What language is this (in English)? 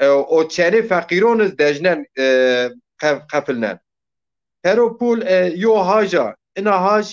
Zaza